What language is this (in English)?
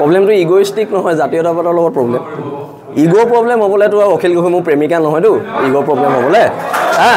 Assamese